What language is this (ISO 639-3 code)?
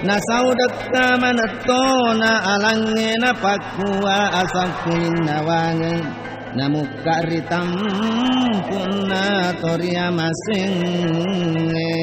bug